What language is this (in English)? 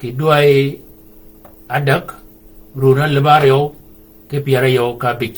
Shilluk